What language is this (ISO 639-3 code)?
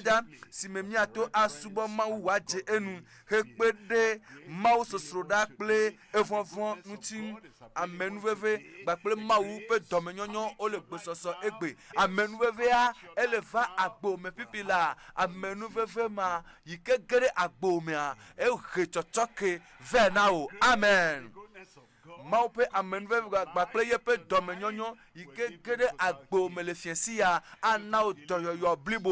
ewe